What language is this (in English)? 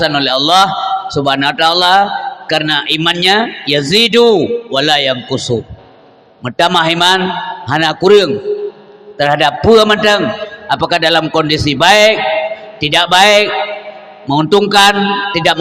Achinese